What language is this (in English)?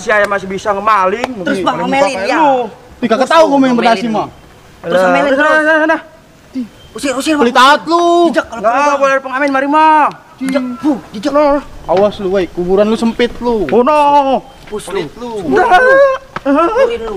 Betawi